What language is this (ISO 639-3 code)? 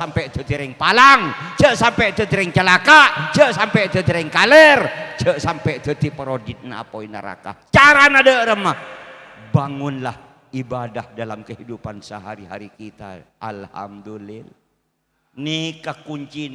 mad